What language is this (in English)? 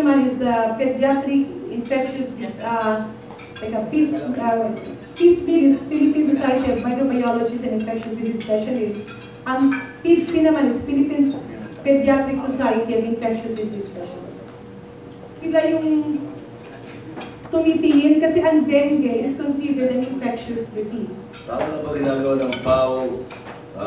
Filipino